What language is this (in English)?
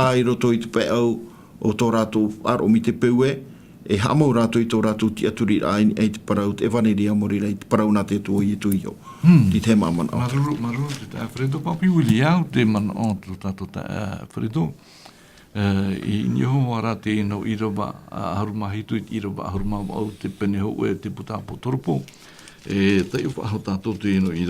Tahitian